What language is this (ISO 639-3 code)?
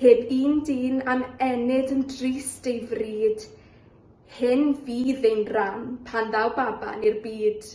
cym